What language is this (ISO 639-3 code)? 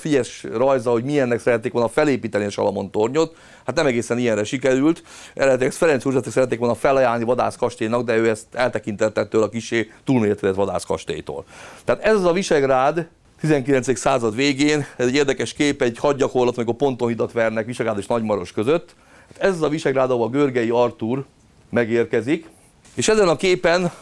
hun